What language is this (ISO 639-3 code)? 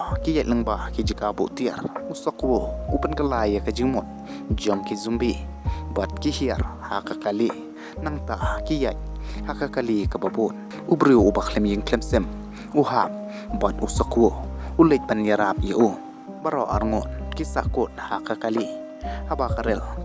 kha